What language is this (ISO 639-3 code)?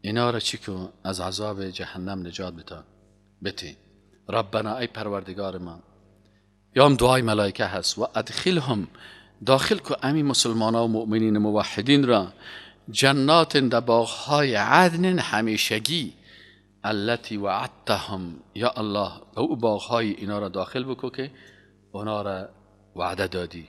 fas